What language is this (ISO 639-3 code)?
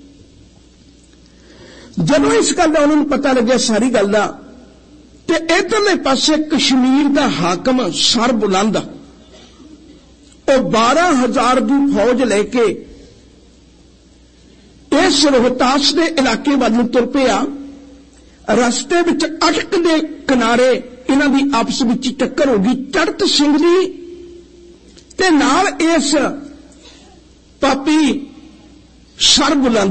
pan